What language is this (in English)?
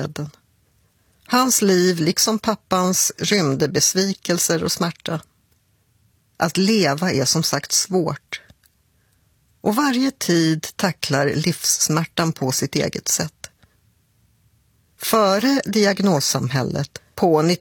Swedish